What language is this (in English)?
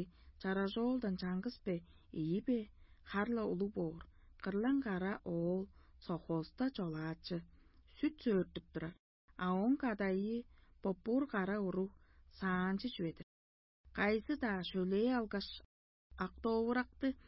Tuvinian